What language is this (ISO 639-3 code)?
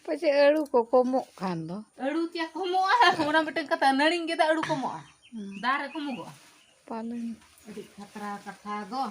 sat